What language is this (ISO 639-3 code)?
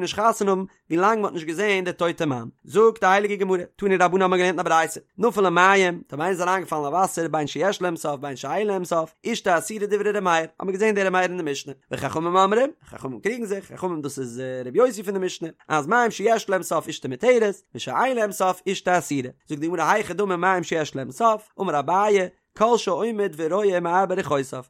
yid